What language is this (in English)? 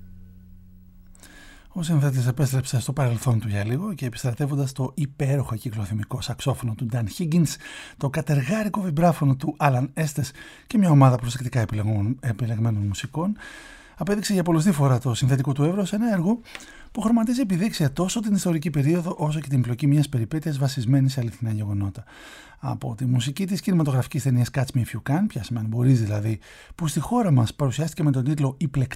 Greek